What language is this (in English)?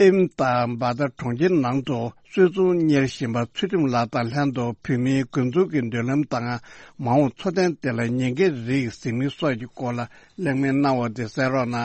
Tibetan